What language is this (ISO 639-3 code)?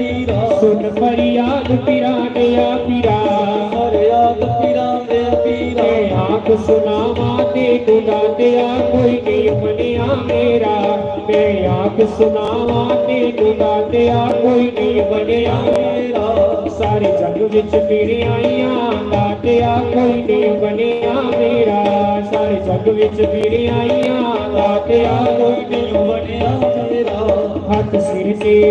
doi